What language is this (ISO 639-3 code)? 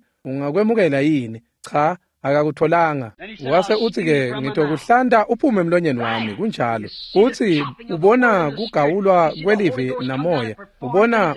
ssw